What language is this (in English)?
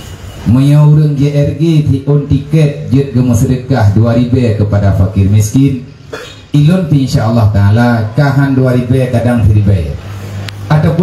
Achinese